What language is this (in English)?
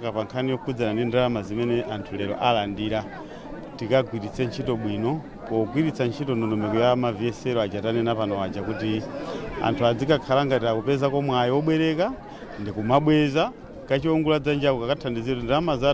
Nyanja